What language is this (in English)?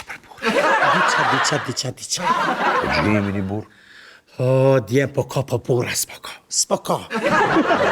Albanian